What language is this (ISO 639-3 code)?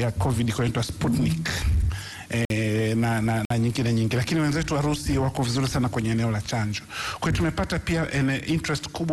swa